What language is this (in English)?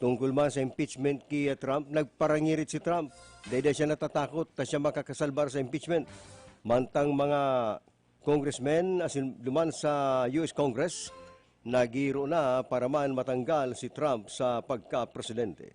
Bikol